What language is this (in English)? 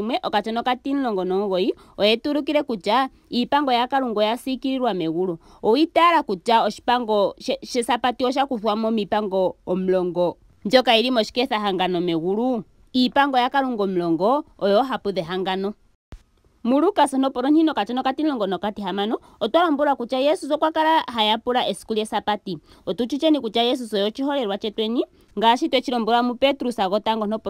Ndonga